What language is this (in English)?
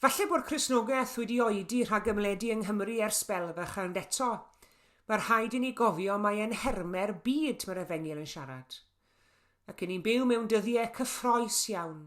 Welsh